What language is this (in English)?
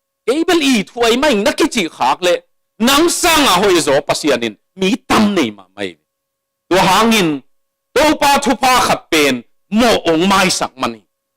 Tedim Chin